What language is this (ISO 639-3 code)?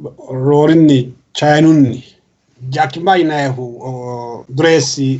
sid